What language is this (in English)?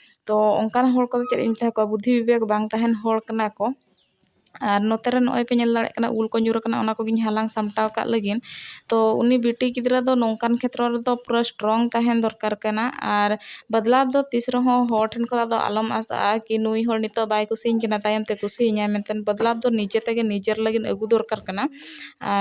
Santali